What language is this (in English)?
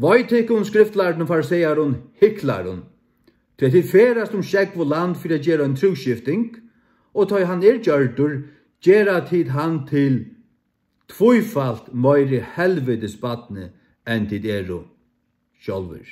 Faroese